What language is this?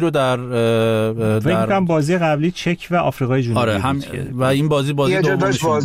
Persian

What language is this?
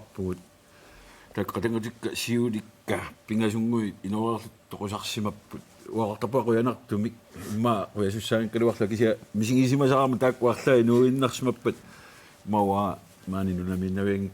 Kalaallisut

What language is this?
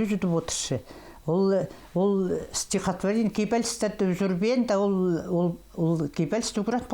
Khakas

